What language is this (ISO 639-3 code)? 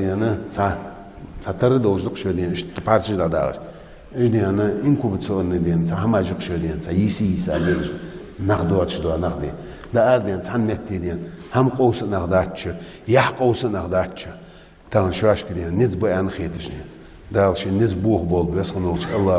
inh